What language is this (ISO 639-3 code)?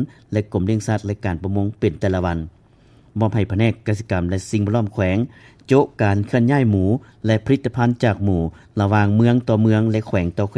lao